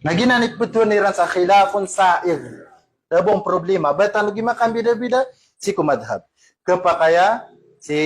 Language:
Maranao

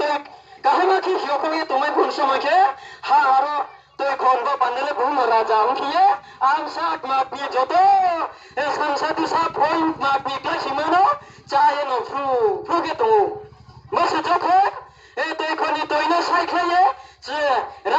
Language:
Riang (India)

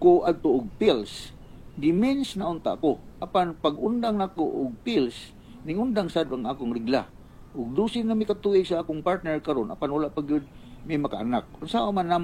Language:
Cebuano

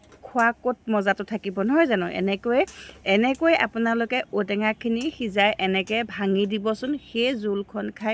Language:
Assamese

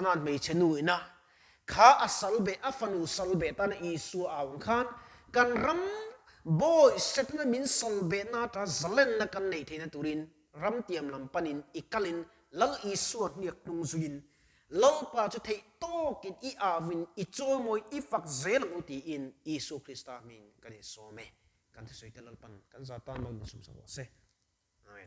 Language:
Mizo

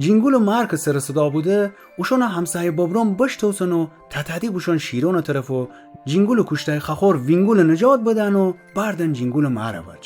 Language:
Gilaki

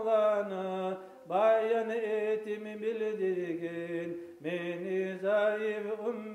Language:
Kumyk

